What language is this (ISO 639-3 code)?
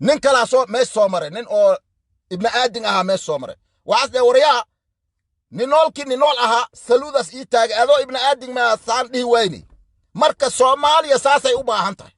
som